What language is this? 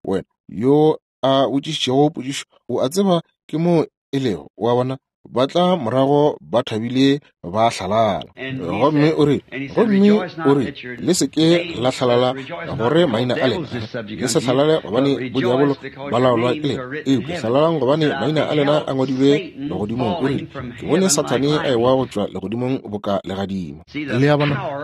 Northern Sotho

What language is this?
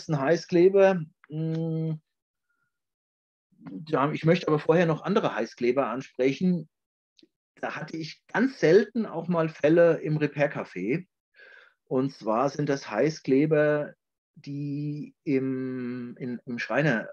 German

